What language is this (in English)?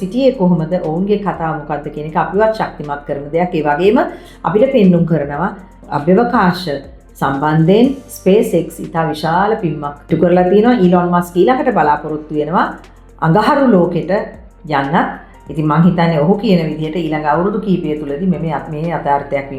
Sinhala